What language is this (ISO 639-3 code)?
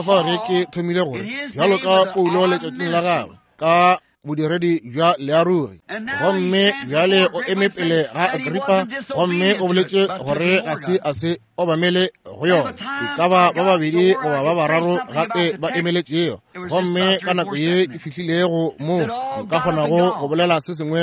nso